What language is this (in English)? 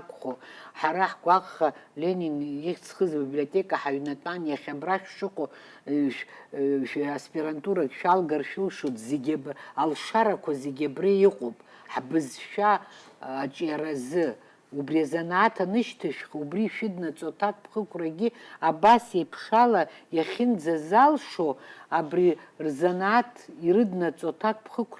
Abkhazian